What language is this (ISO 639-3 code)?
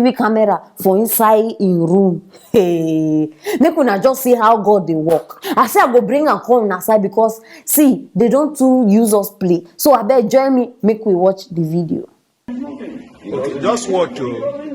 pcm